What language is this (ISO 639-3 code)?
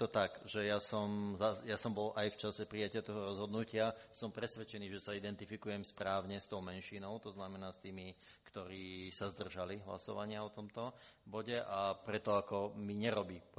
slk